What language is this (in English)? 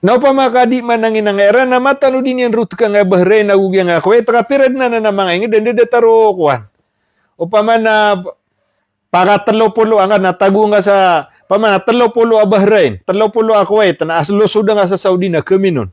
Maranao